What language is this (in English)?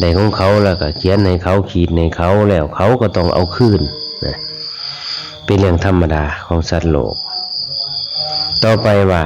Lao